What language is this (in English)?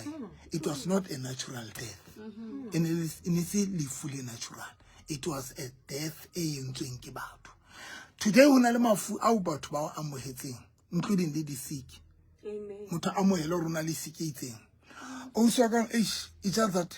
Southern Sotho